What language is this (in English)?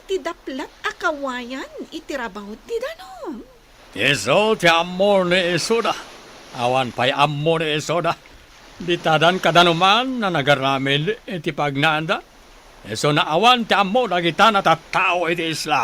Iloko